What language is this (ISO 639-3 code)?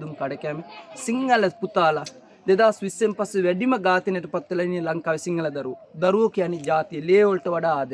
sin